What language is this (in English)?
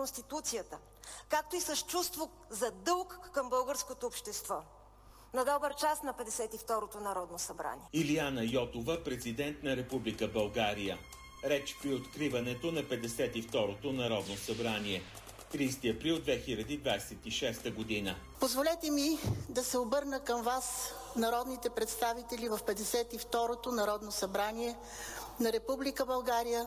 Bulgarian